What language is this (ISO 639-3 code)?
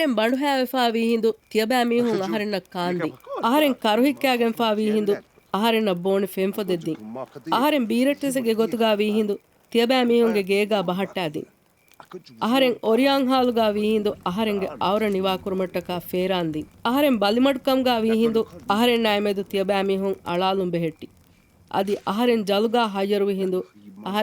div